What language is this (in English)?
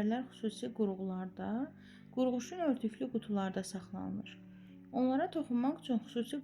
Azerbaijani